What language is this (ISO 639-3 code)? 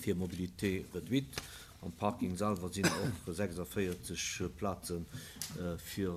ltz